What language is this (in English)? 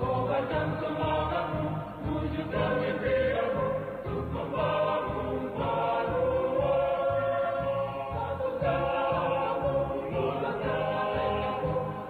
Banjar